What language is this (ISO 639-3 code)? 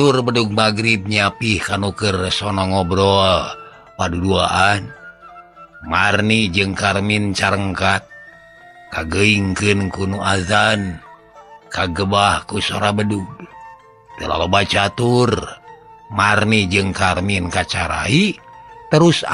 sun